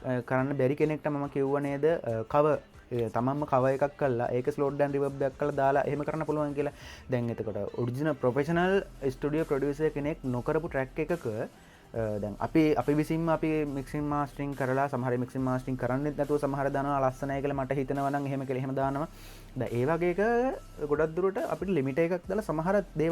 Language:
Sinhala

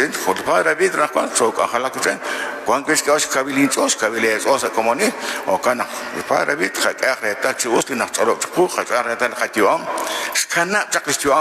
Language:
Kekchí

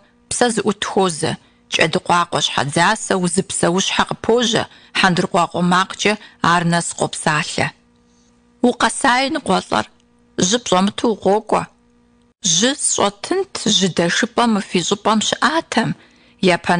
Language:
Kabardian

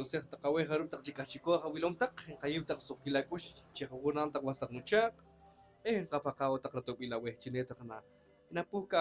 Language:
Poqomchi'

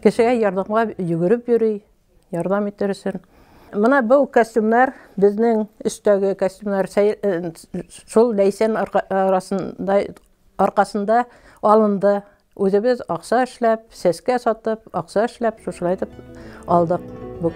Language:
Bashkir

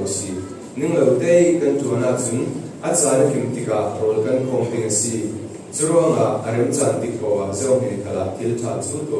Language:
Falam Chin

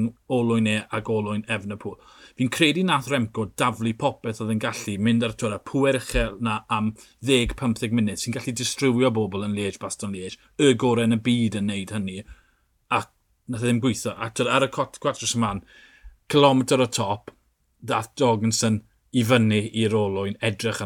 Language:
Welsh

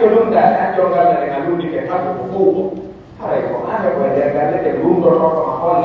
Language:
Pular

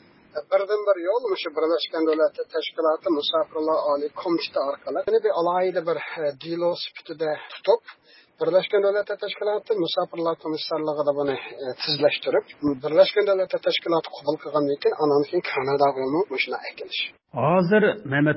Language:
Uyghur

